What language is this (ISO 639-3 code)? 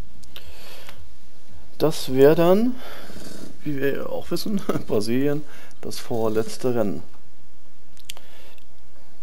deu